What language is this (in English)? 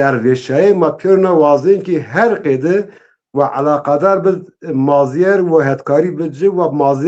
Zaza